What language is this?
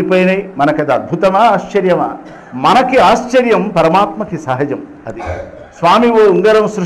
Telugu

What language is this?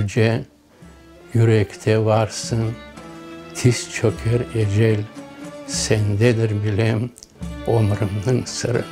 Crimean Tatar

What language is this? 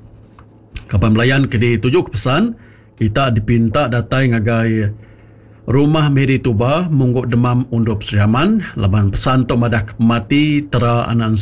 Iban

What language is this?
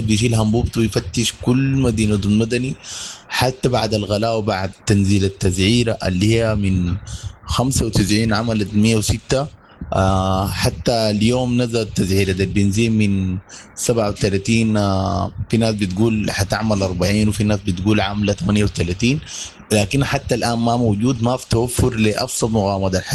Sudanese Arabic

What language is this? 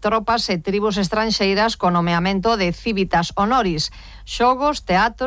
Galician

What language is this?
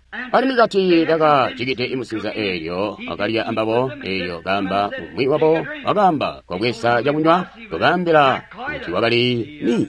Tonga (Zambia)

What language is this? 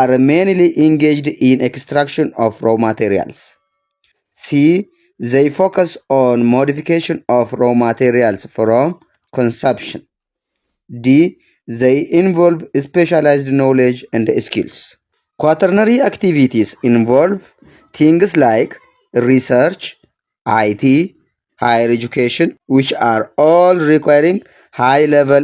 English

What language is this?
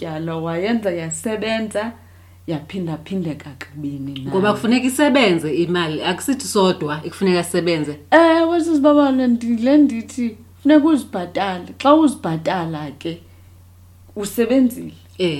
Xhosa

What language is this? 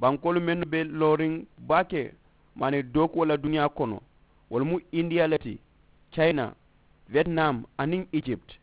Mandingo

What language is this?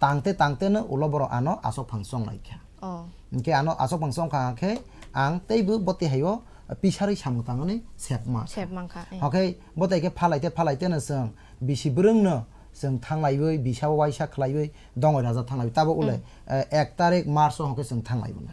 Kok Borok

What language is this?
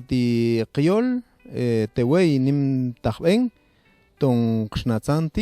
Mam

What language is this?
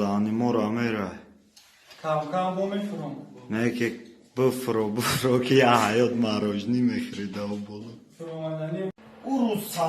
Tajik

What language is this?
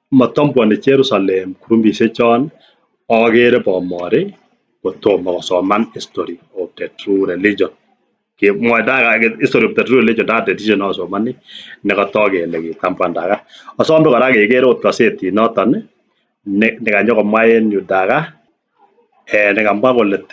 Kalenjin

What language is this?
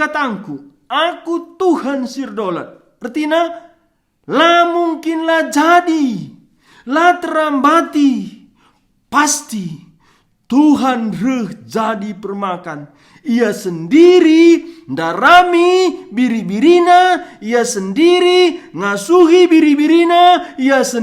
Batak Karo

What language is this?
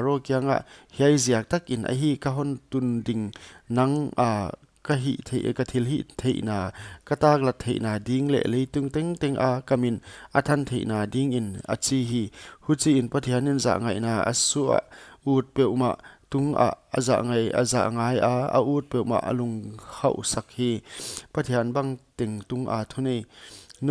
Paite Chin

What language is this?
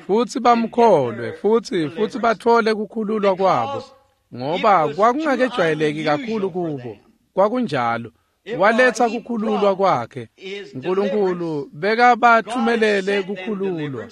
Swati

